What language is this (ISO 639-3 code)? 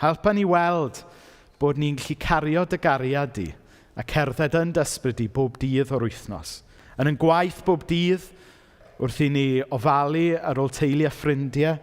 cym